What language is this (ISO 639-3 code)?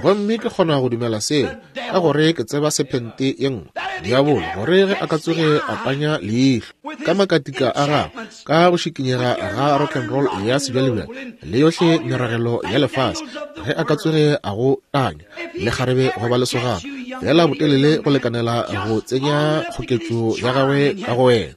nso